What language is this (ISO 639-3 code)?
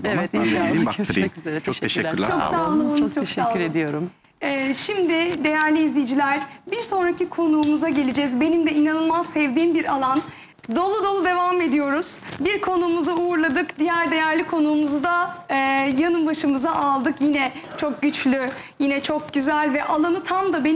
tur